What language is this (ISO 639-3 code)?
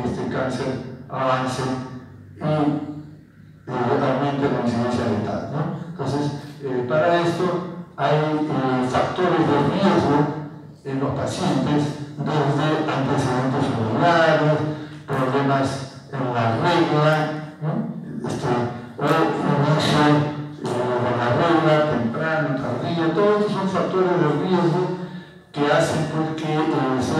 spa